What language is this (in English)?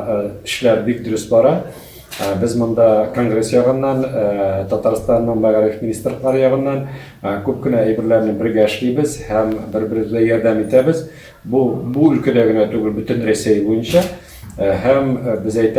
Tatar